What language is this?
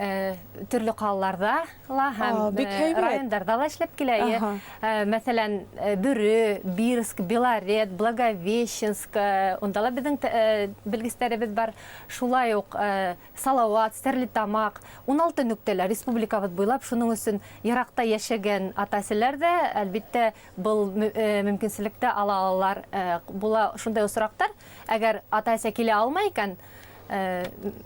Bashkir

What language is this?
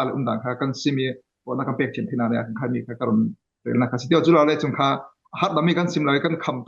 Falam Chin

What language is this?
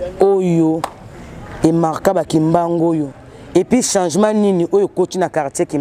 Lingala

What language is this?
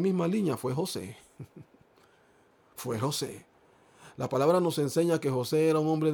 Spanish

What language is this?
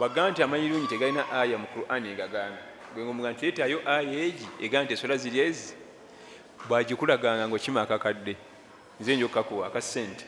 Ganda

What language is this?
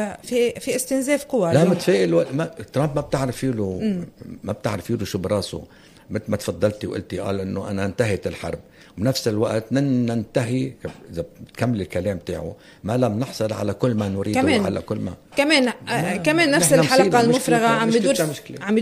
North Levantine Arabic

